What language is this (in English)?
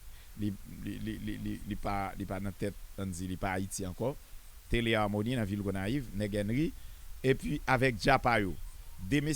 Haitian Creole